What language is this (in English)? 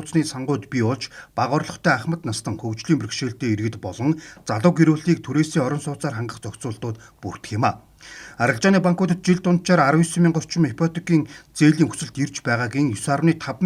Mongolian